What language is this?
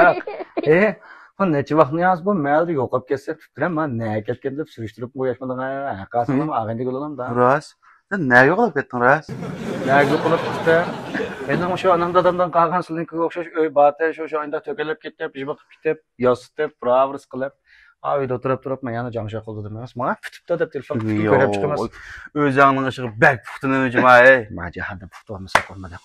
Uyghur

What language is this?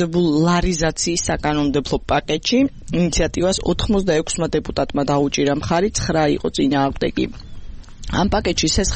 Georgian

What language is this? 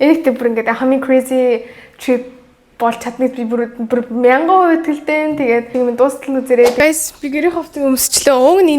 Mongolian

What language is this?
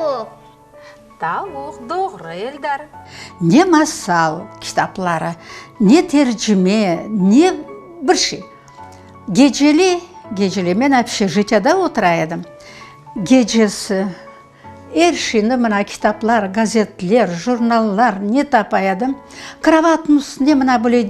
Crimean Tatar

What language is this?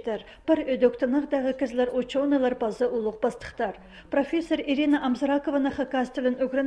Khakas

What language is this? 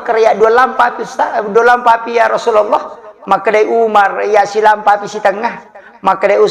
Buginese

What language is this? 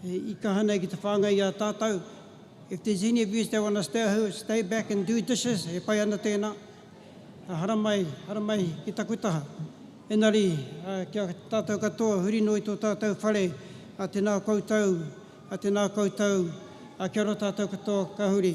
Māori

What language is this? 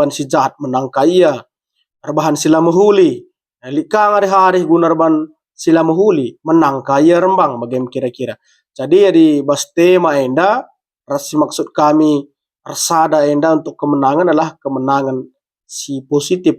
Batak Karo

